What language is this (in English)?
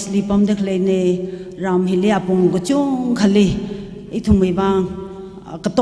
Tangkhul Naga (India)